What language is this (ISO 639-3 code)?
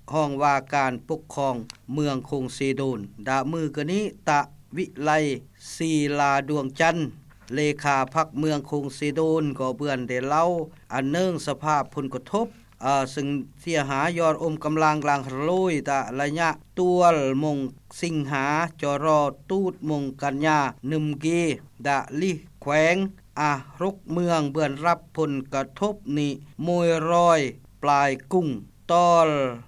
lao